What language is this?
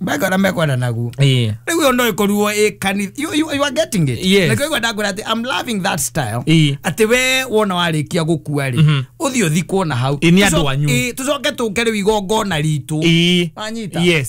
Kikuyu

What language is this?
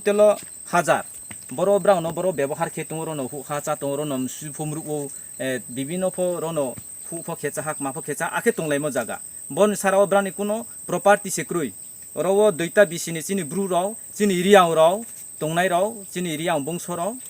Riang (India)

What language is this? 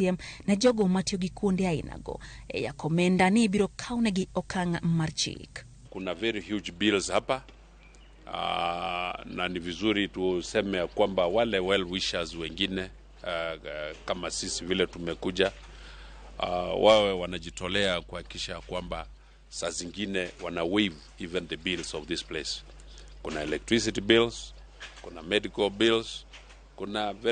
Luo (Kenya and Tanzania)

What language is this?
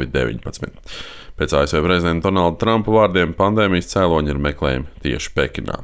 Latvian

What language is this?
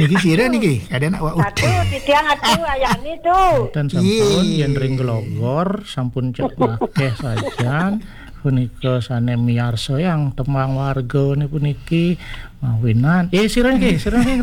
Balinese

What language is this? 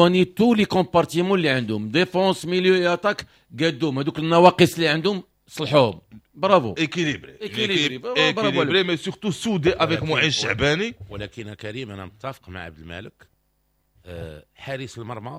Moroccan Arabic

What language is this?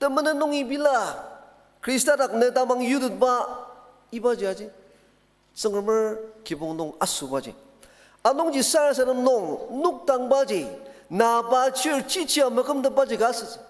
Ao Naga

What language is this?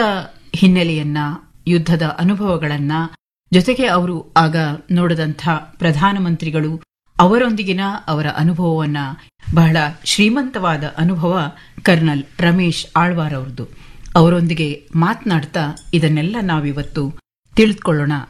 Kannada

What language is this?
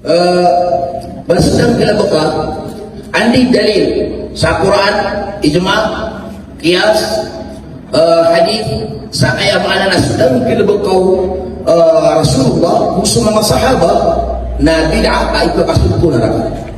Maranao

